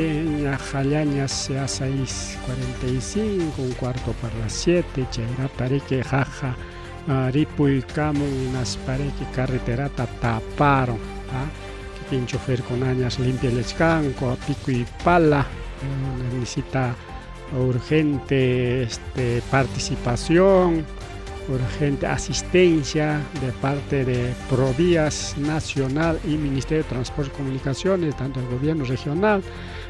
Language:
Ayacucho Quechua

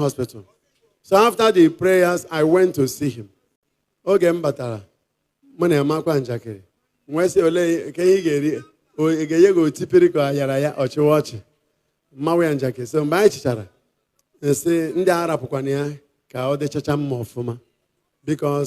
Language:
Igbo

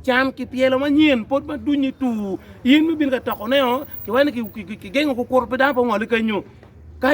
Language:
Acoli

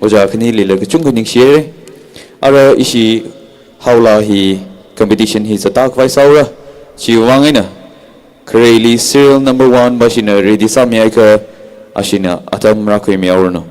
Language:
Tangkhul Naga (India)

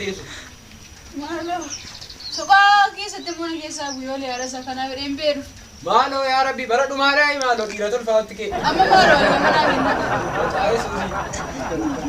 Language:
Oromo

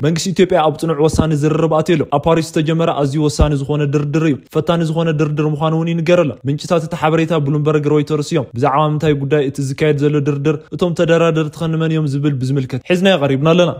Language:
Tigrinya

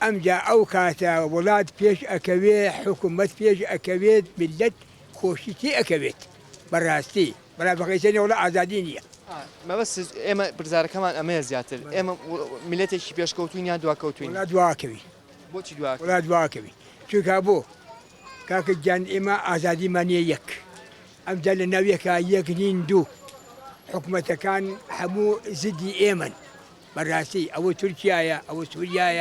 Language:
Central Kurdish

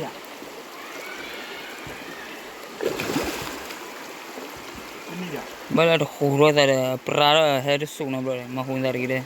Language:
S'gaw Karen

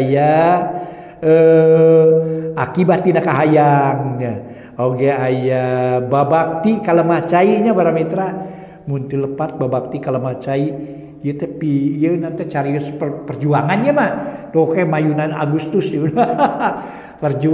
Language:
Sundanese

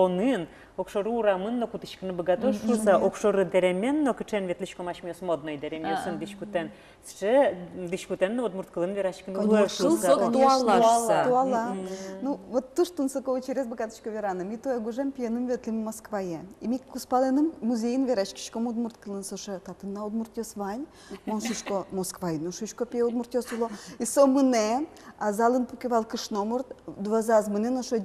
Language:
Udmurt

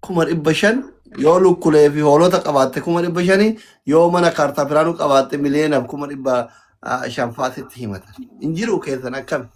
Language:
Oromo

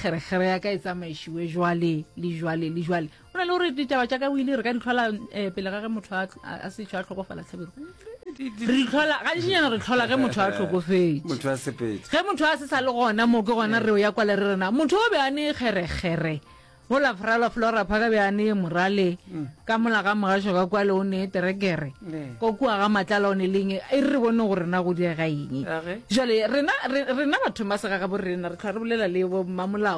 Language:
Northern Sotho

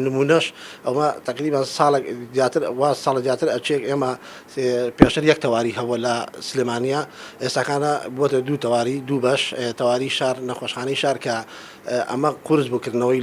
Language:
Central Kurdish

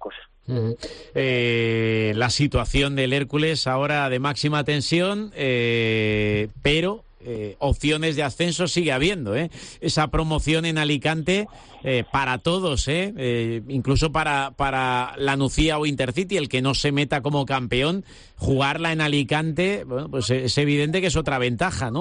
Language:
Spanish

